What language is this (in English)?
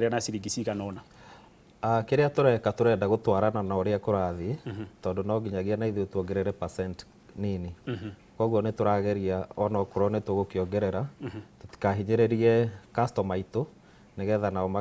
Kikuyu